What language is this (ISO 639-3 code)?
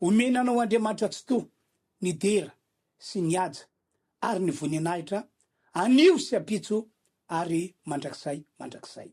mlg